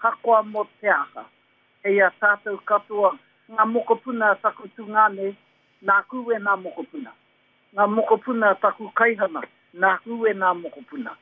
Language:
Māori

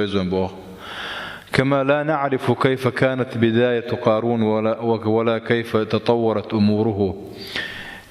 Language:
Chechen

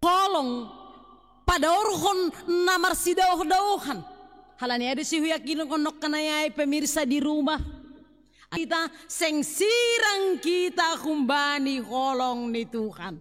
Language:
Batak Simalungun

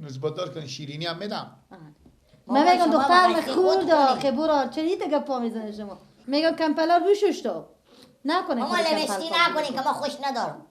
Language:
Persian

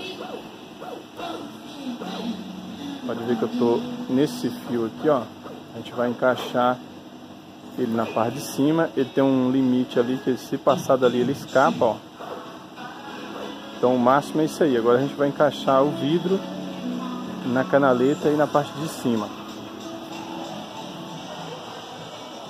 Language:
Portuguese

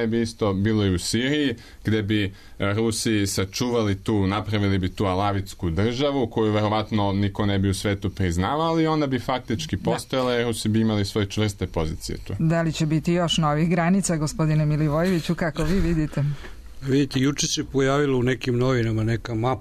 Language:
Serbian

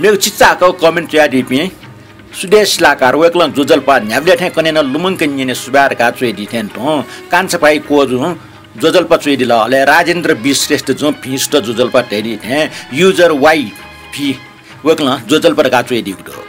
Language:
Newari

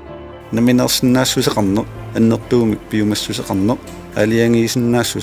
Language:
Kalaallisut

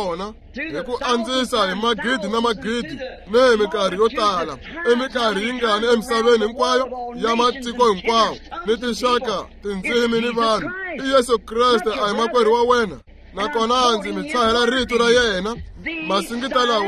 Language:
Tsonga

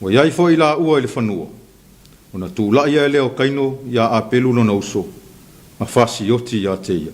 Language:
Samoan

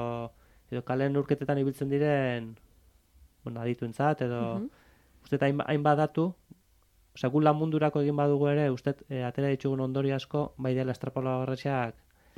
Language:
Basque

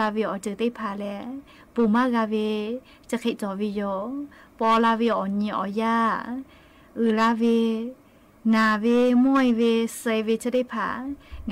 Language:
Lahu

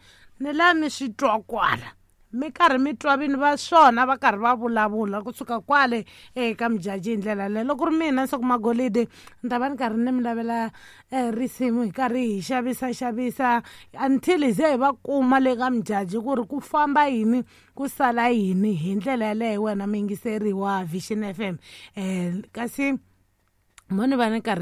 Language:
Tsonga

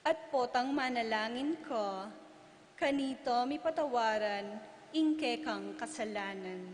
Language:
Pampanga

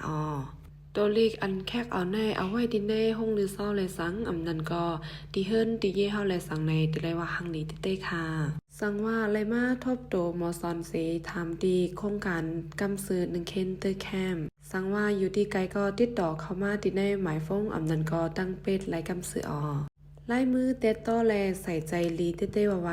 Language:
Shan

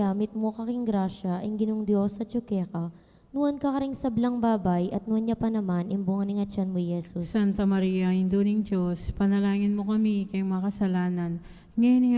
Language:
Pampanga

